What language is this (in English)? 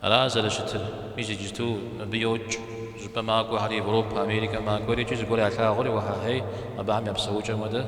Kabardian